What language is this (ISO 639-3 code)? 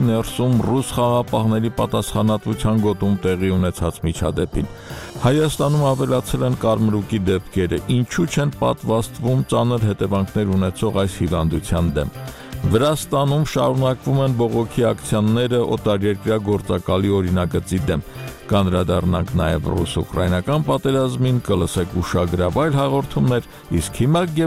hye